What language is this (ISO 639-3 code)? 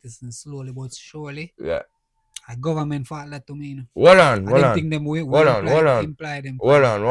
jam